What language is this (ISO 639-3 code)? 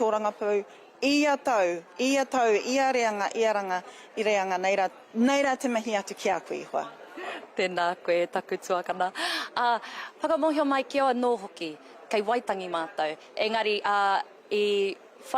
mri